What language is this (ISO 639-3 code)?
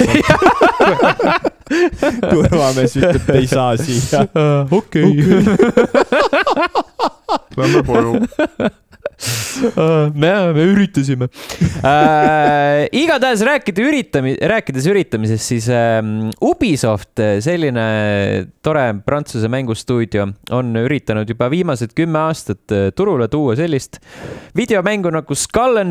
est